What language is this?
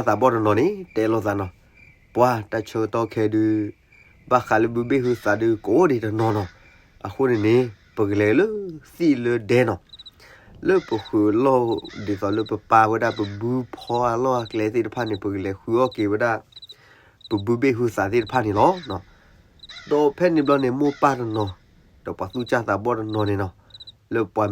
S'gaw Karen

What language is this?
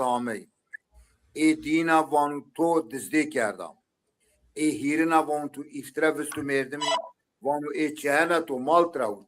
Zaza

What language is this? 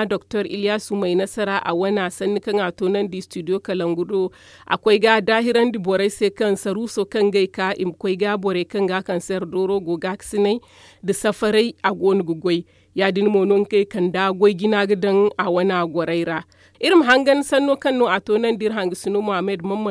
Zarma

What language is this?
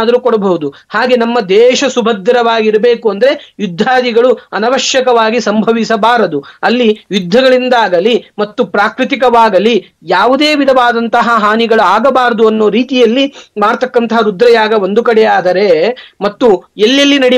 Kannada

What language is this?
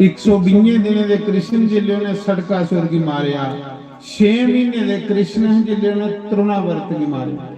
Dogri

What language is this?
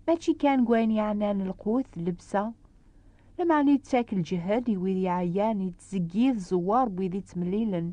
Kabyle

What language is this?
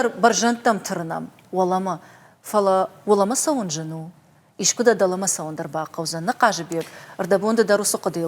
Ossetic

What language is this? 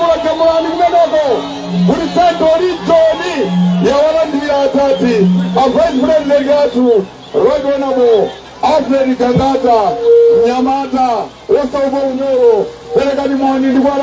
Nyanja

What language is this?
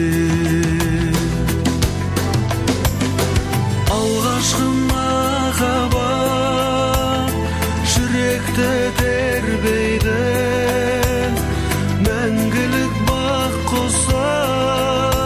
Kazakh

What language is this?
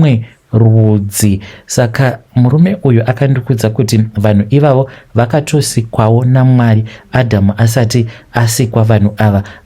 Shona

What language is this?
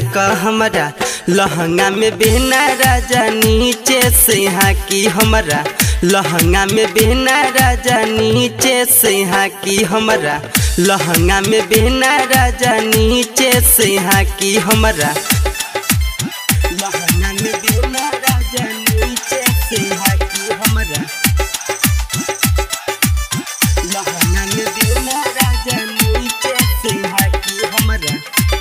Bhojpuri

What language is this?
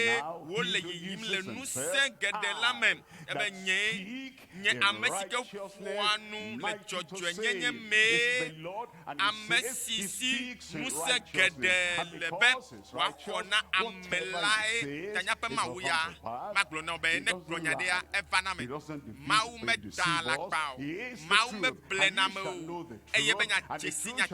Ewe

